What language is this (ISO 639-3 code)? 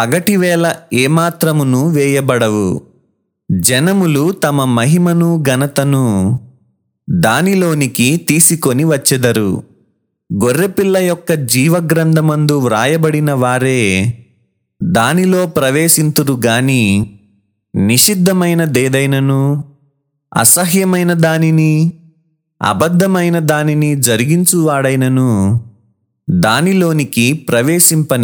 tel